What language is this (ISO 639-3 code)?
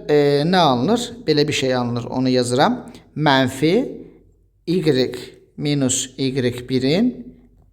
aze